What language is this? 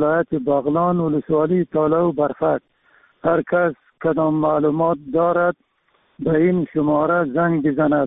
Persian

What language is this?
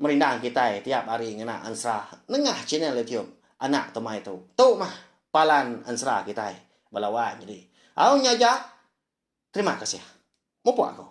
Iban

